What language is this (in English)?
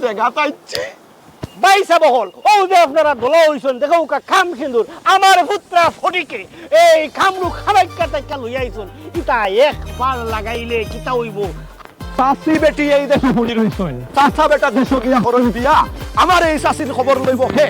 Sylheti